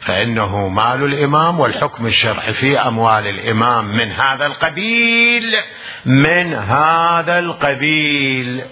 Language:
Mesopotamian Arabic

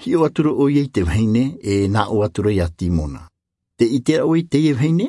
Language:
Tahitian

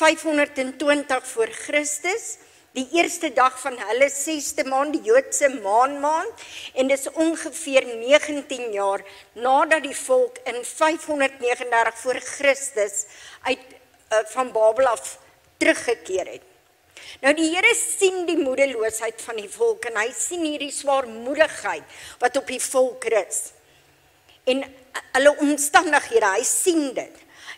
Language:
Afrikaans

